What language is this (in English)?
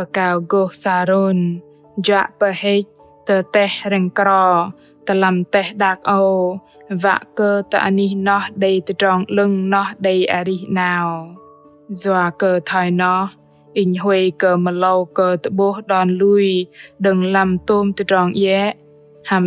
Bahnar